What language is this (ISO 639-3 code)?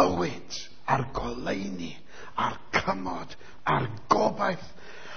cym